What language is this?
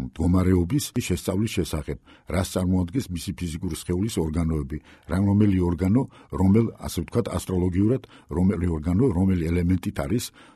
Georgian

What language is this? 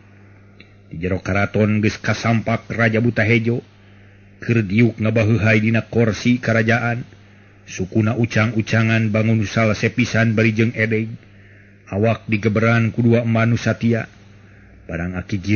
Sundanese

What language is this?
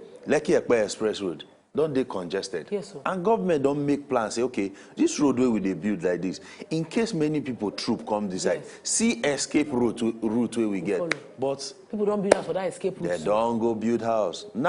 Nigerian Pidgin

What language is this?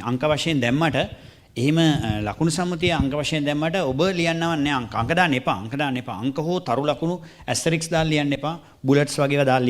Sinhala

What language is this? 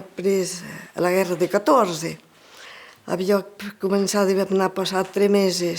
Occitan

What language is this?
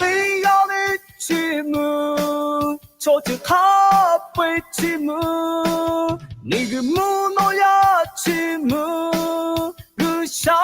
Lahu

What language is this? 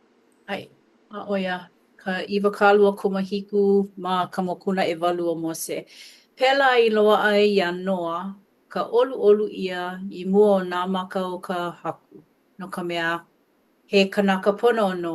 Hawaiian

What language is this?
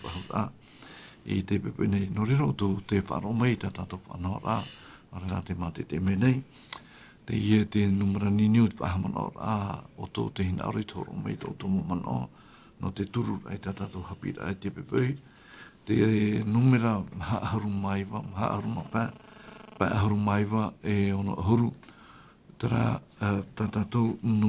Tahitian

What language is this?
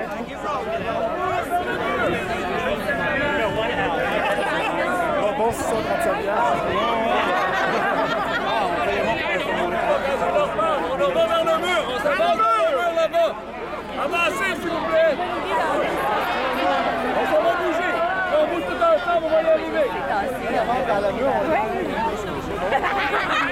French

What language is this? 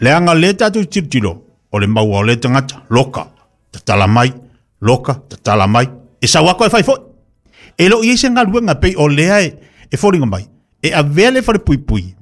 Samoan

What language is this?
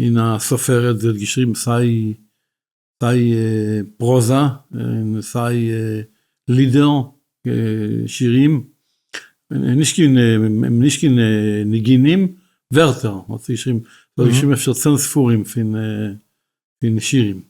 Yiddish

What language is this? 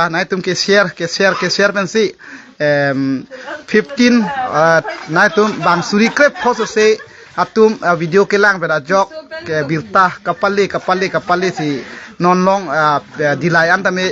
Karbi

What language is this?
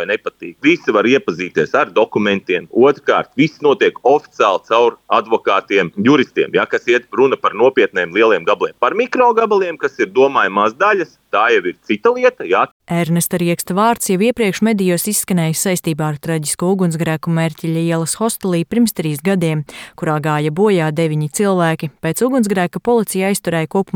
Latvian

